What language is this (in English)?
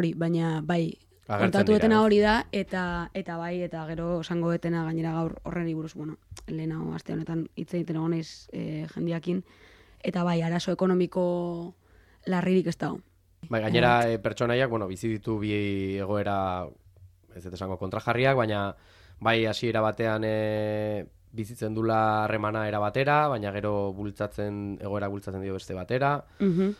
Basque